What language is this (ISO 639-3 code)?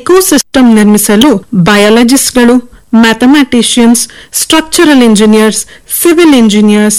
kan